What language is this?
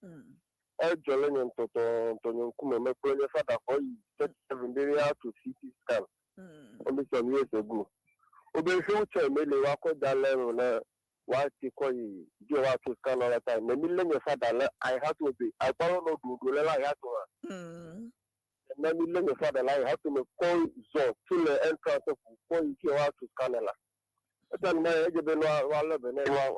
Ewe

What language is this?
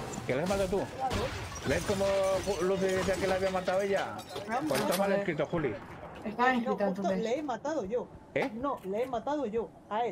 Spanish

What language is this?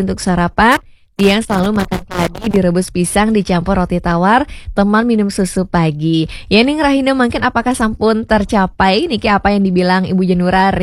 Balinese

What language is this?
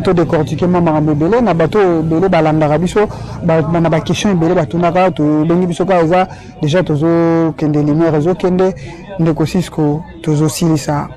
Lingala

